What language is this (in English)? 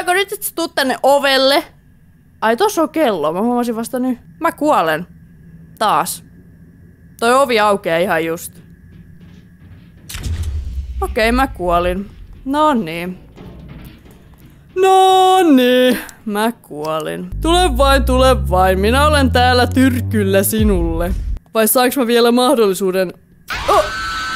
Finnish